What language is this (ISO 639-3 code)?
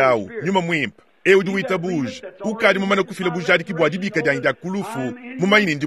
lua